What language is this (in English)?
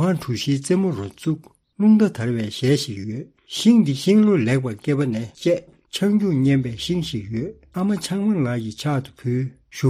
Tibetan